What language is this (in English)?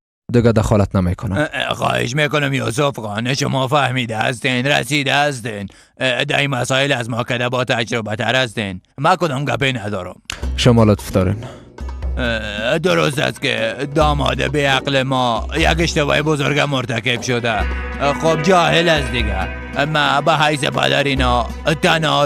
Persian